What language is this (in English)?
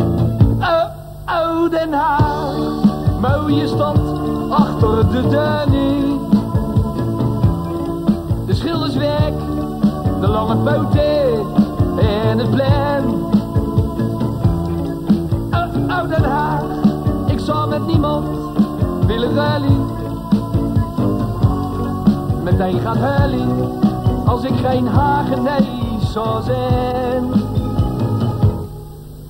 Dutch